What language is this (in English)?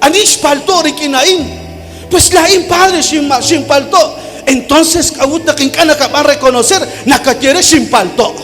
Kekchí